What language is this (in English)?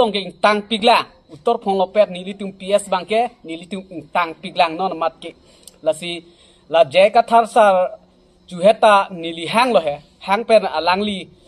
Karbi